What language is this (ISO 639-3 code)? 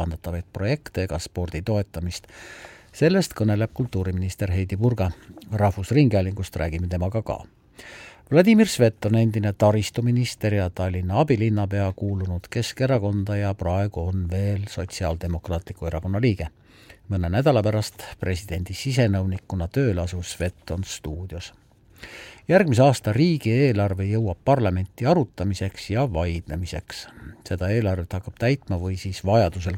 est